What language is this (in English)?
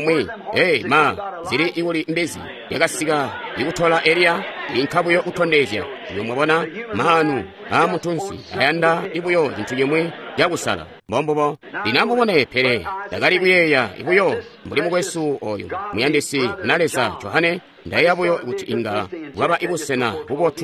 Tonga (Zambia)